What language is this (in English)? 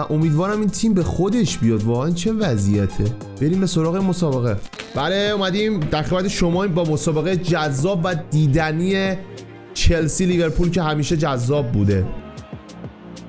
Persian